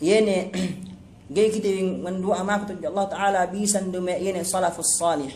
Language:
Yakan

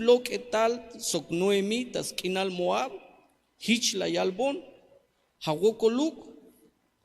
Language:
Tzeltal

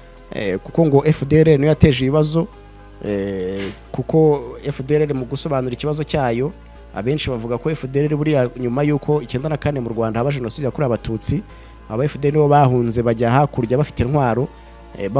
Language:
Kinyarwanda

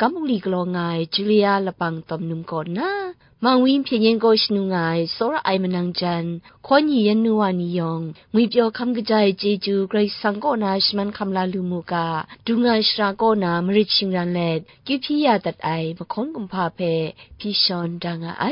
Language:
Kachin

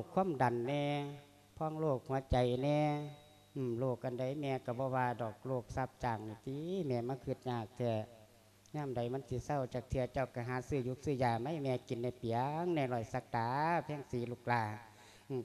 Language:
Lao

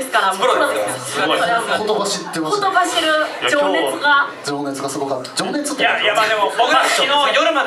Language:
Japanese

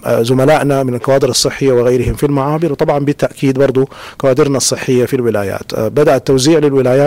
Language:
Sudanese Arabic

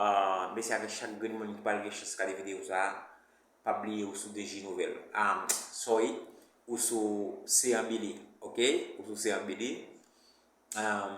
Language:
Haitian Creole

